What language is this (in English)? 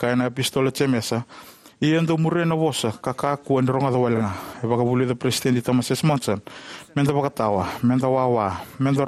Fijian